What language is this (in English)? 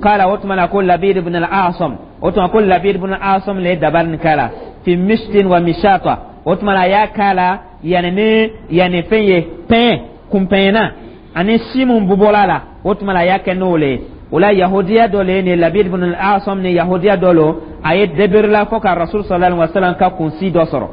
Dyula